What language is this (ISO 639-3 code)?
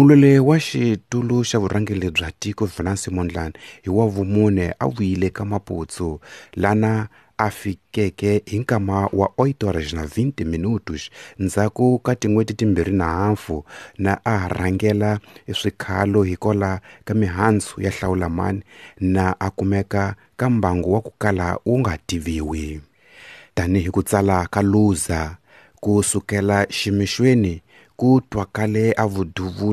tso